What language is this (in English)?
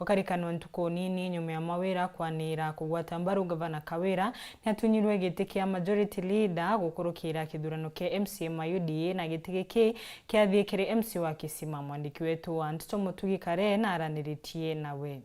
Meru